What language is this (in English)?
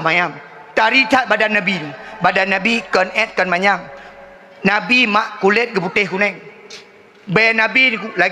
Achinese